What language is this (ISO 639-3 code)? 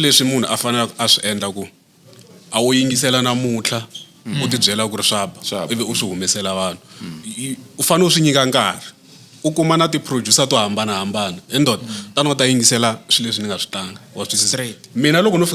tso